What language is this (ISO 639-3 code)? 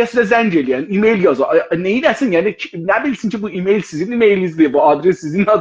azb